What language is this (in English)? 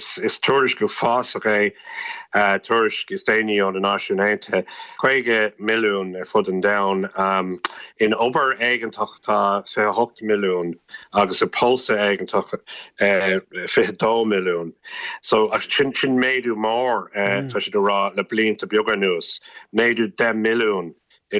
Irish